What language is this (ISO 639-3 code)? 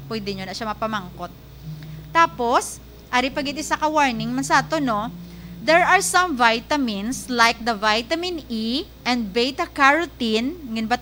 hil